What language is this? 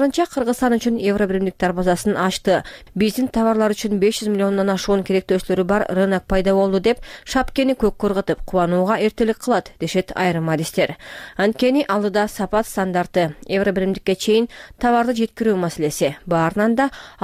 Kyrgyz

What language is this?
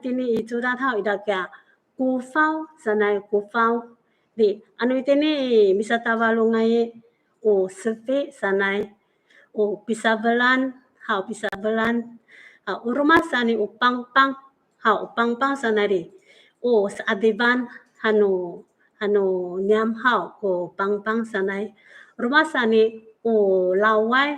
Amis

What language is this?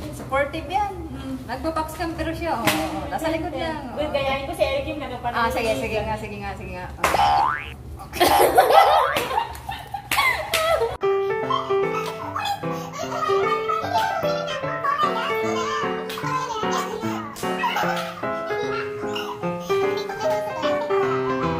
Filipino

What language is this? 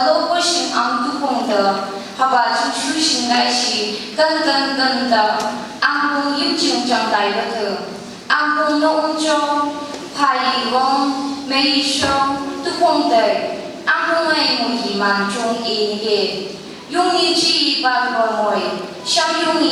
Phom Naga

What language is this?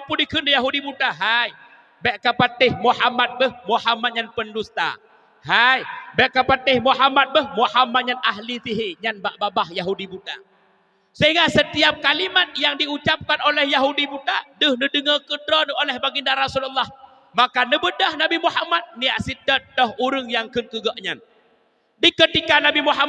Achinese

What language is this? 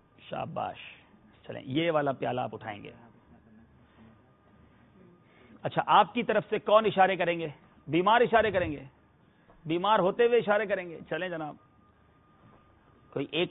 Urdu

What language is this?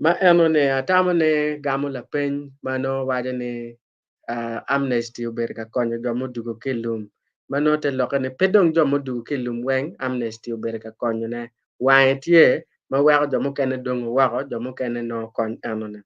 Acoli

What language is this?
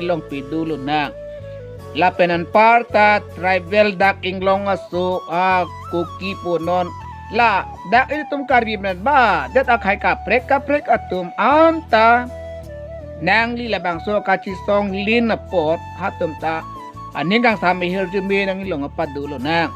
Karbi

